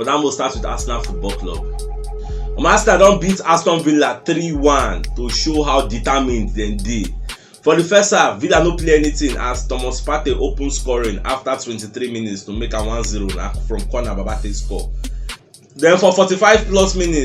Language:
Nigerian Pidgin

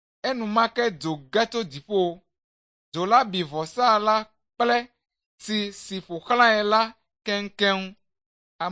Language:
Ewe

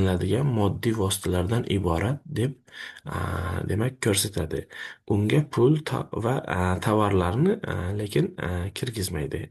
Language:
Uzbek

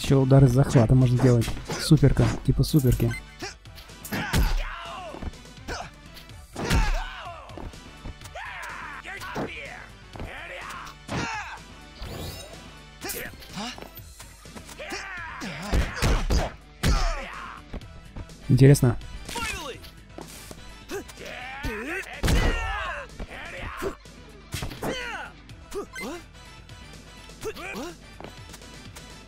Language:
Russian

